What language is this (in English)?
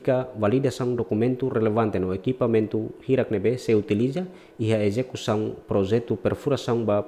Tetum